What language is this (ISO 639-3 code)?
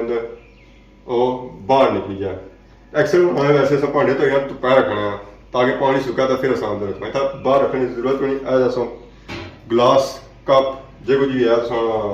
phr